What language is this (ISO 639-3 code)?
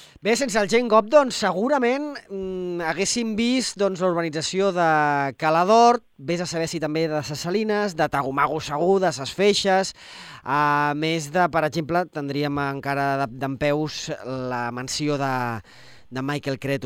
cat